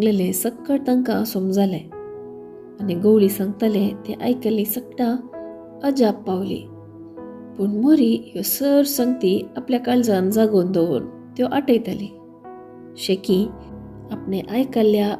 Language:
Konkani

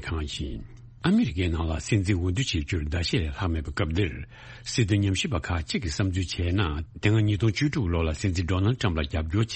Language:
Tibetan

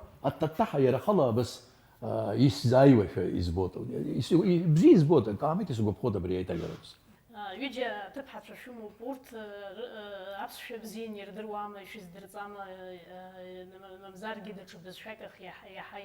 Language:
Abkhazian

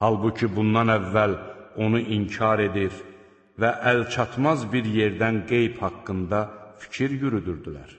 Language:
Azerbaijani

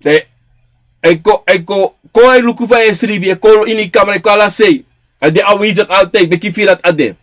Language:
Sranan Tongo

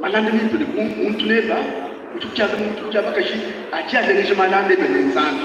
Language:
Luba-Lulua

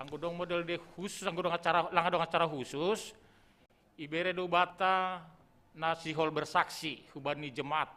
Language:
Batak Simalungun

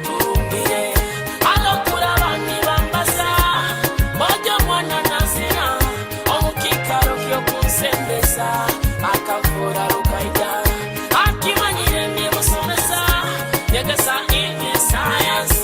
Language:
Nyoro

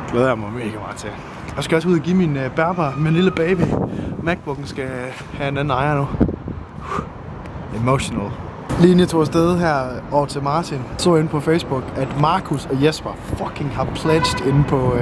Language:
Danish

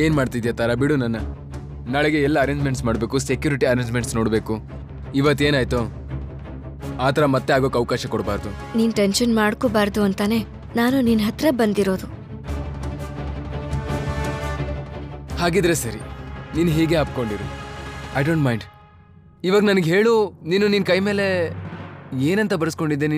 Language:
Kannada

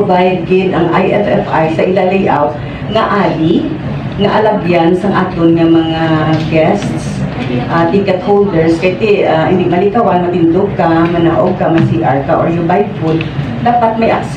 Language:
Hiligaynon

